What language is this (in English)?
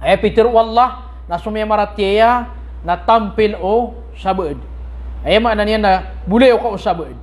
Maranao